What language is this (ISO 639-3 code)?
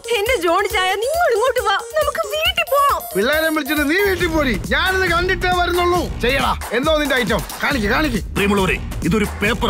mal